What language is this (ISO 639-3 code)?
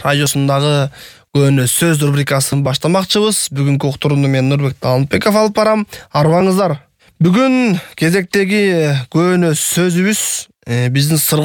kir